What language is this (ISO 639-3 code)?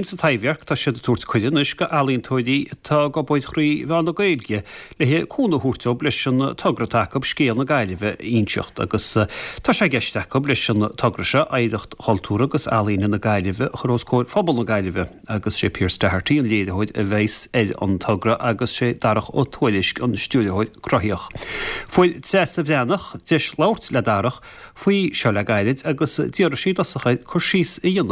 gle